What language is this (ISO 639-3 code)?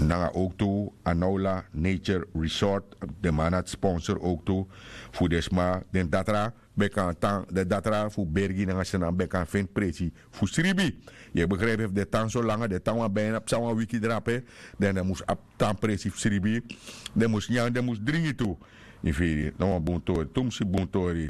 srn